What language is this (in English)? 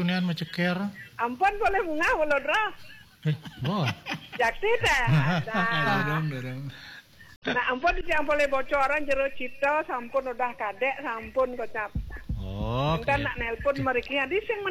Balinese